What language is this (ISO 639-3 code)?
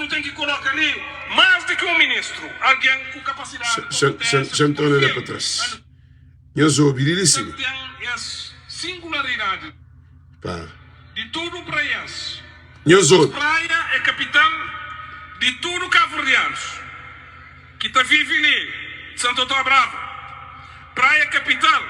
kea